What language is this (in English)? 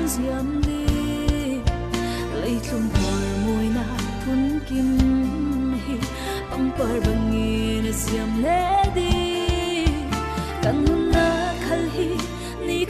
Falam Chin